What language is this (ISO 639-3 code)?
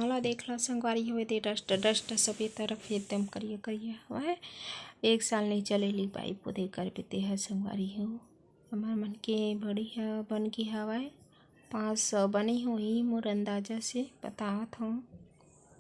hne